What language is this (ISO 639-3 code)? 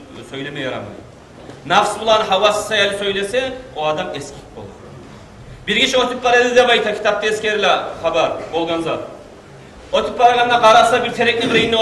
kum